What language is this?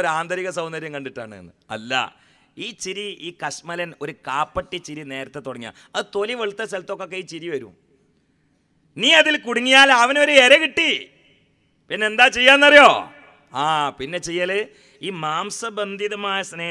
Malayalam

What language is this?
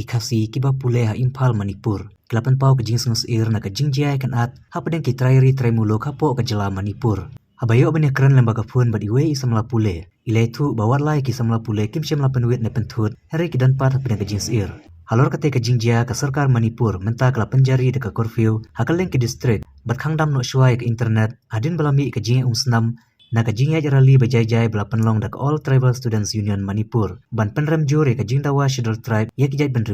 Khasi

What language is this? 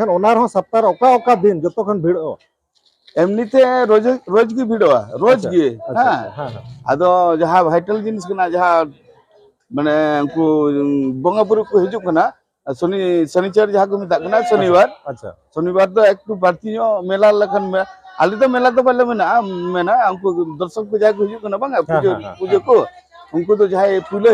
Santali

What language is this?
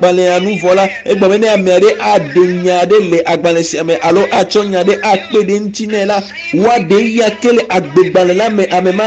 Ewe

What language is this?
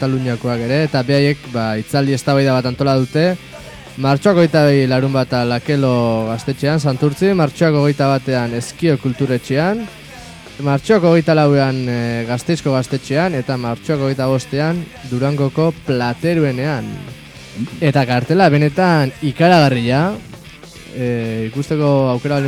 Basque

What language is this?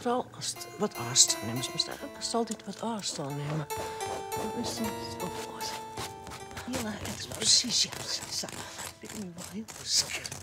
Western Frisian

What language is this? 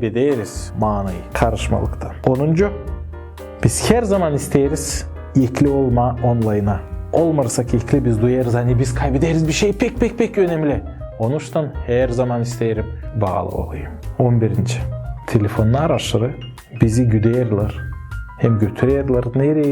Gagauz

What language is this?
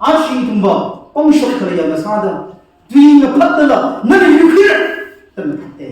Tangkhul Naga (India)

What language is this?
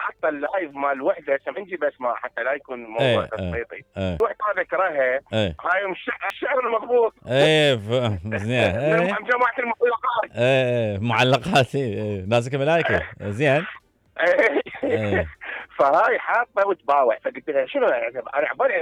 Mesopotamian Arabic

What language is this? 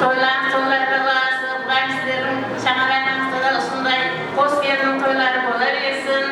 Kara-Kalpak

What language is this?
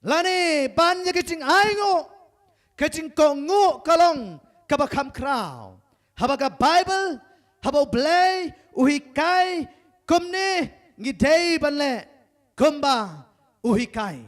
Khasi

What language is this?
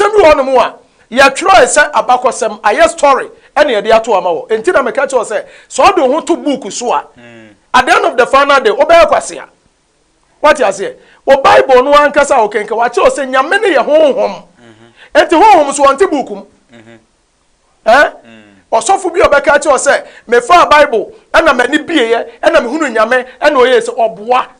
Akan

